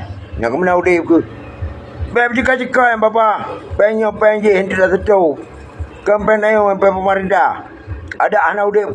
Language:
Achinese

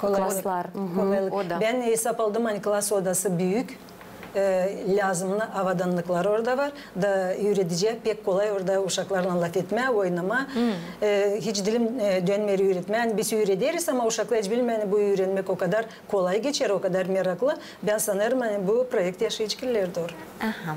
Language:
Gagauz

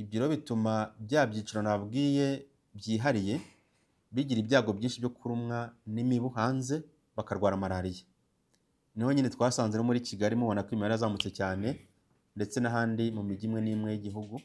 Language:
Kinyarwanda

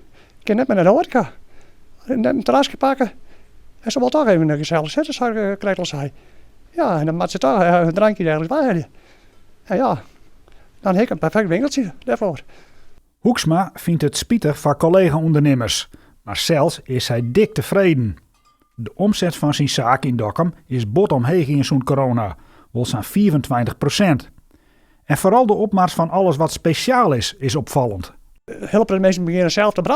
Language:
Western Frisian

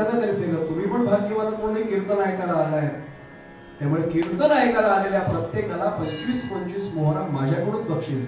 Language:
Marathi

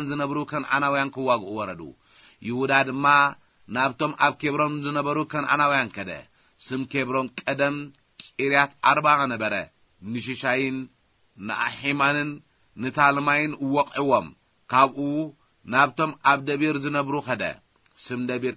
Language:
Tigrinya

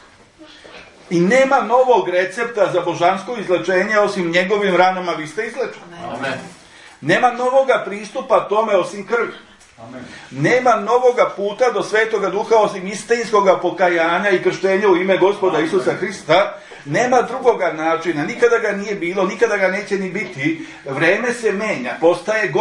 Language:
Serbian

